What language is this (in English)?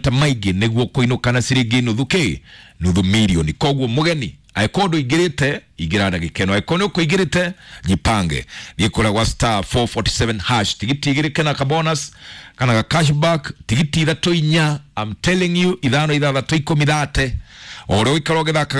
Kikuyu